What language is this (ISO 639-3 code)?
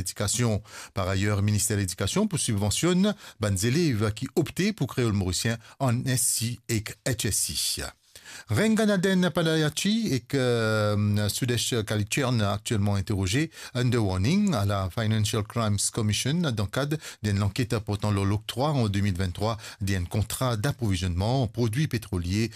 mfe